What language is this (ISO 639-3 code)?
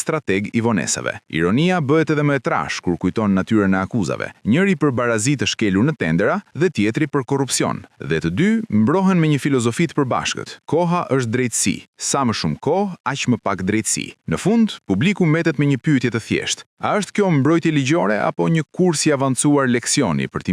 sqi